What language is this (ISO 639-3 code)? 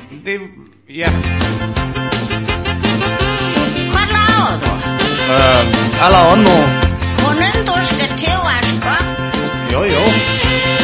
dan